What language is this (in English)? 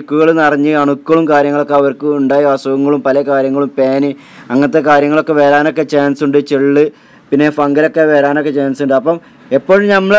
Malayalam